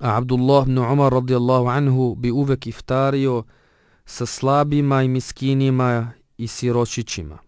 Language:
Bosnian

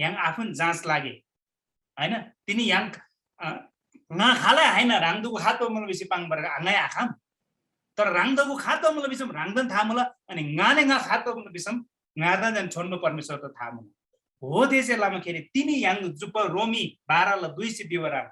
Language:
Eastern Tamang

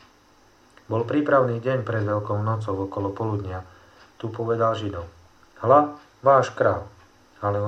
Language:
Slovak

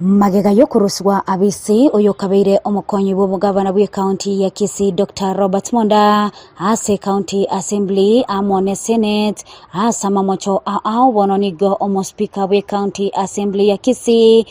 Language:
Gusii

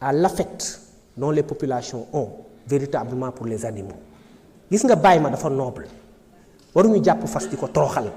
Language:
Wolof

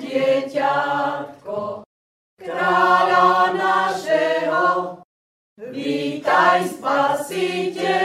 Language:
Slovak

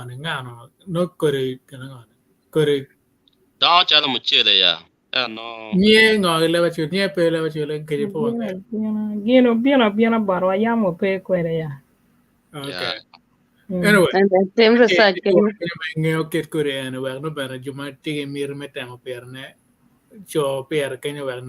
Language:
Acoli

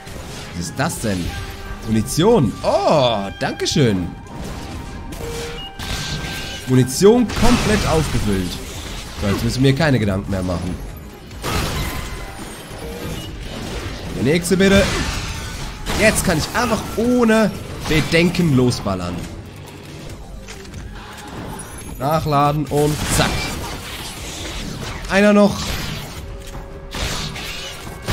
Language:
German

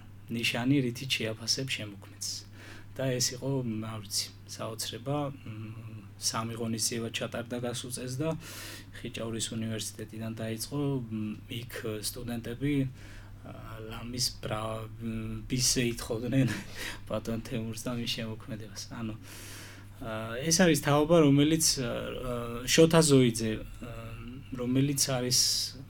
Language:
Georgian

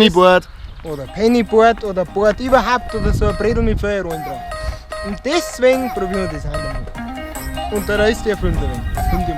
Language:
Bavarian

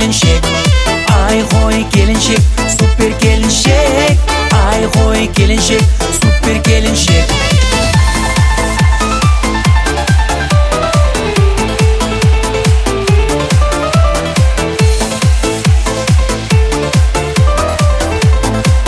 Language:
Kazakh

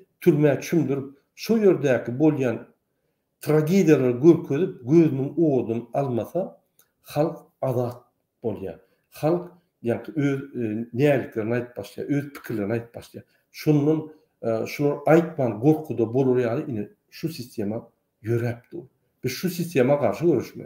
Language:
Turkmen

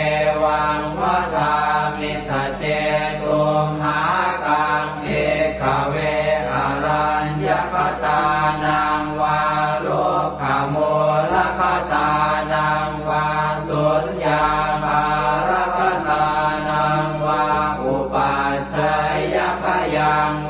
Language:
Pali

